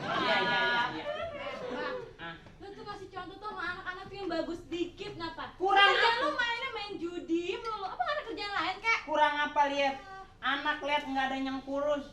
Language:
Betawi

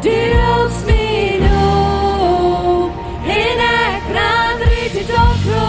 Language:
Plautdietsch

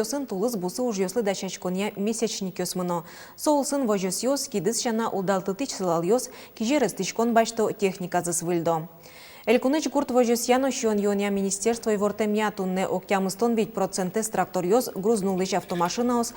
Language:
Udmurt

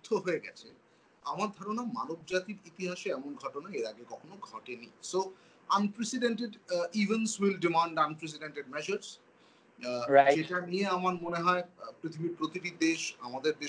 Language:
Bangla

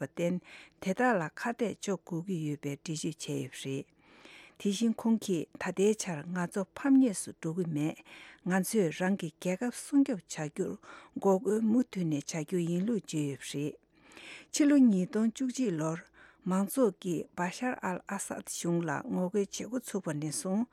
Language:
Tibetan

